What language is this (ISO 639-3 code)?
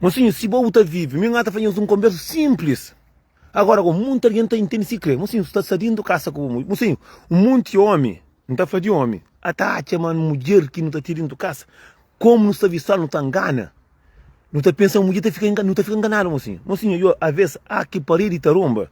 kea